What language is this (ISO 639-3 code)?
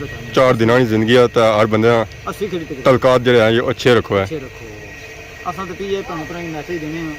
phr